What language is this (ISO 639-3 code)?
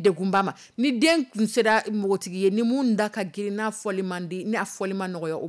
dyu